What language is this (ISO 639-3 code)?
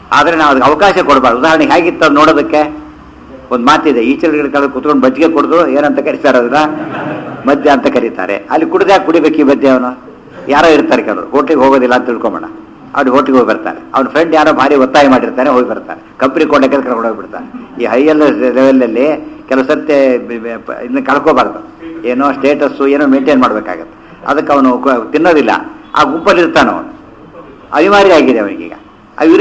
kan